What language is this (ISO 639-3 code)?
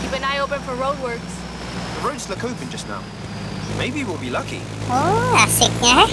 bjn